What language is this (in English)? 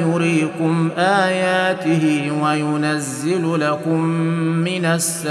Arabic